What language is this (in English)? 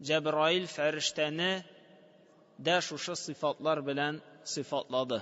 Tatar